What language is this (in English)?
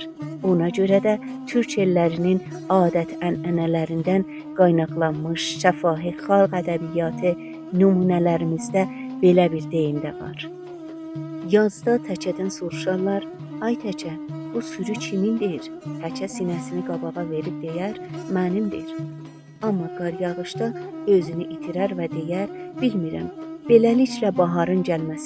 South Azerbaijani